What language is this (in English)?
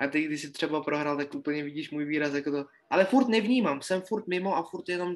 Czech